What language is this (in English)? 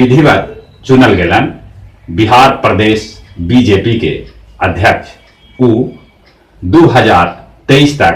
Magahi